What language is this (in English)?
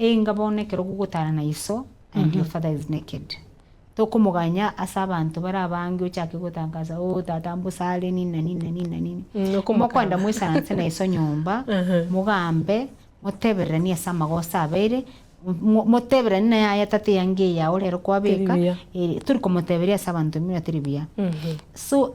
Gusii